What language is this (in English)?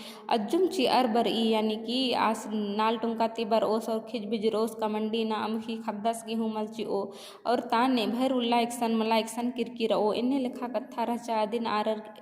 Kurukh